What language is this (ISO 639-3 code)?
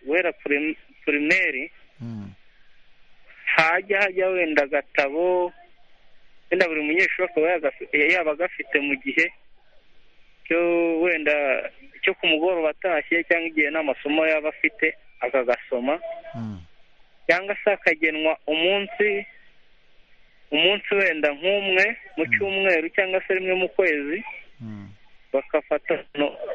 kin